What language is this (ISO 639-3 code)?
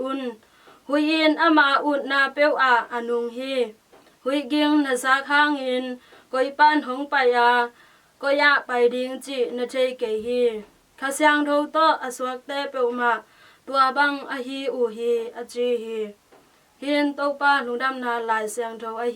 ctd